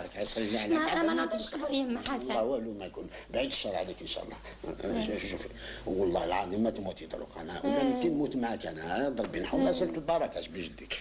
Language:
Algerian Arabic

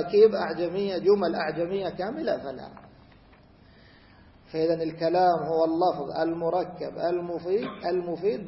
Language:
Arabic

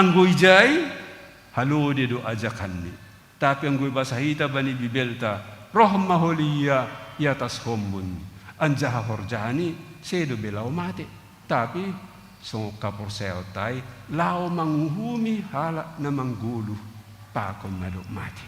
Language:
Batak Simalungun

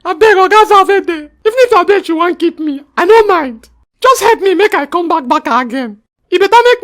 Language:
Nigerian Pidgin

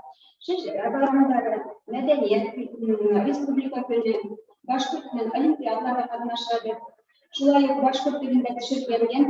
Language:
Bashkir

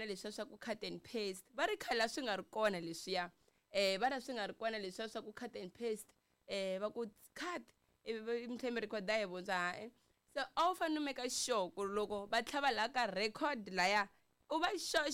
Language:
Tsonga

